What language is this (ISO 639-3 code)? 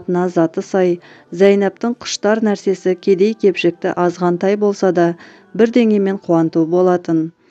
kaz